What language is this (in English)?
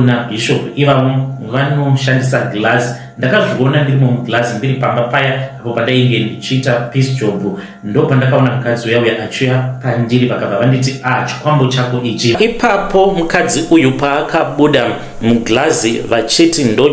Shona